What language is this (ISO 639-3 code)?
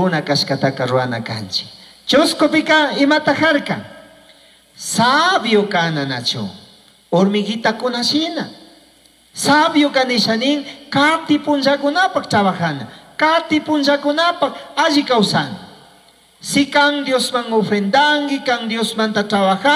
qug